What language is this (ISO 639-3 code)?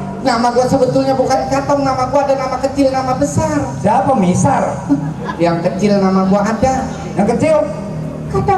bew